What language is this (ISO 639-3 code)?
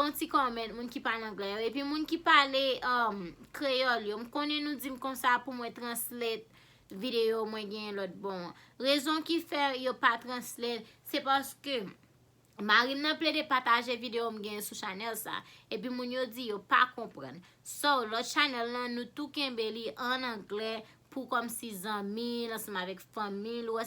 hat